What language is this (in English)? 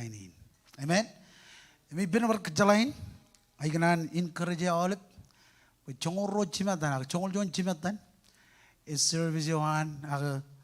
Marshallese